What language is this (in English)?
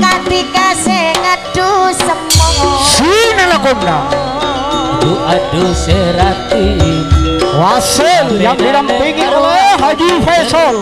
Madurese